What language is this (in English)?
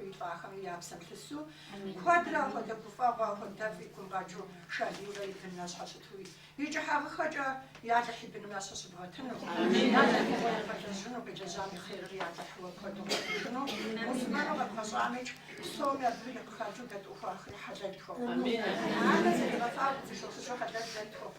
Kabardian